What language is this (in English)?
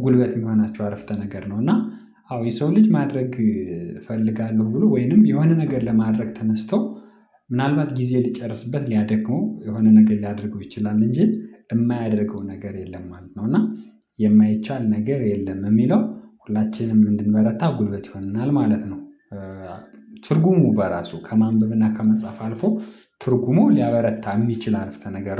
Amharic